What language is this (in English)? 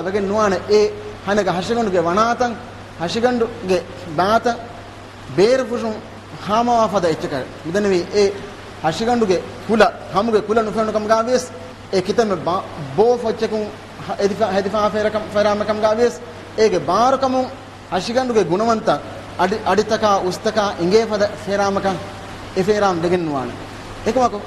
Divehi